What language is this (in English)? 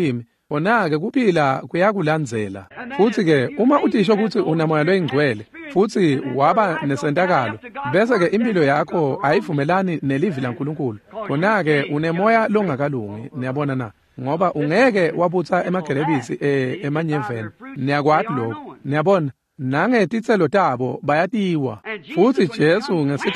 Swati